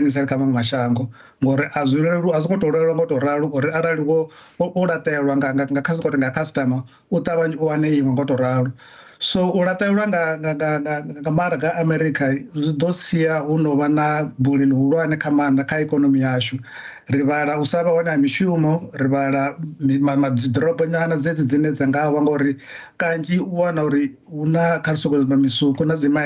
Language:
Venda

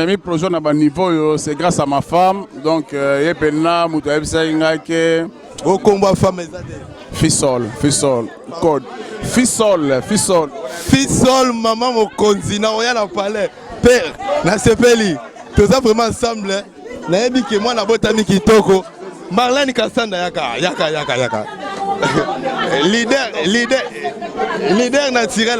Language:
Lingala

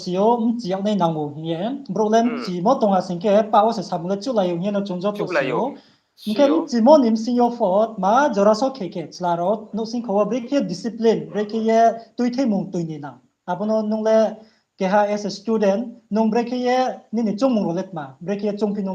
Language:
Riang (India)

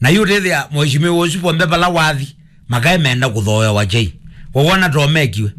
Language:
Kamba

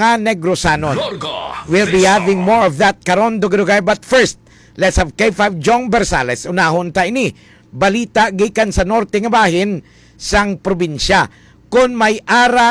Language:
Hiligaynon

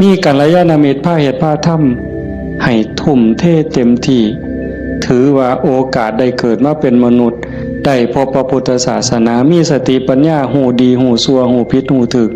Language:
Northeastern Thai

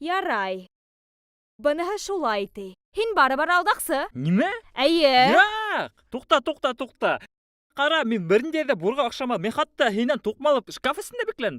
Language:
Bashkir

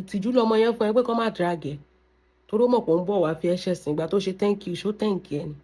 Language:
Yoruba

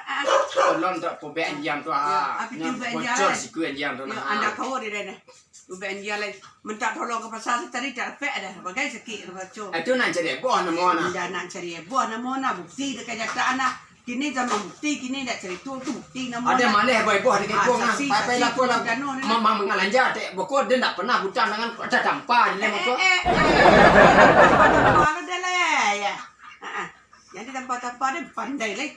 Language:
Minangkabau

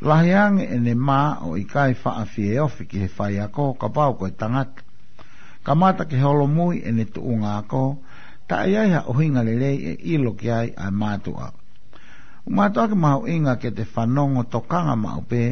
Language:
Tongan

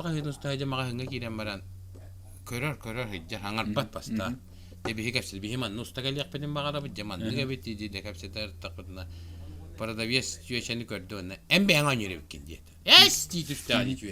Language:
Yakut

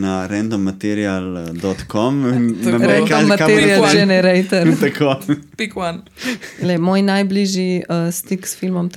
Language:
Slovenian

